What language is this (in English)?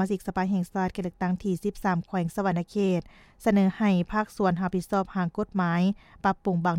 Lao